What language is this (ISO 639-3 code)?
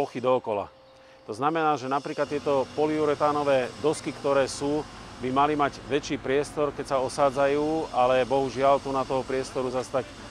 slk